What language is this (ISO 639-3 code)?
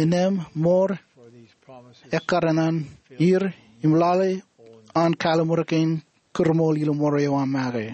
mah